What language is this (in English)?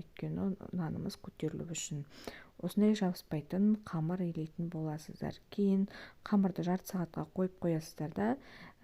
Kazakh